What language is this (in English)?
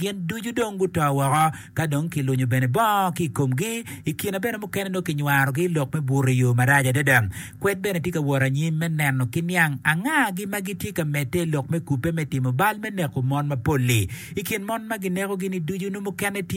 Acoli